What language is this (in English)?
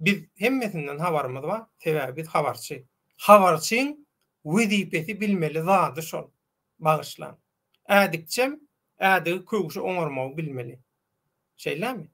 Turkmen